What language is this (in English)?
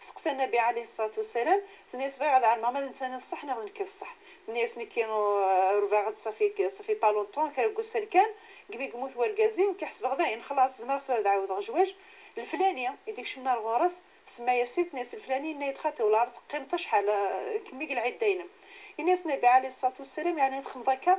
Moroccan Arabic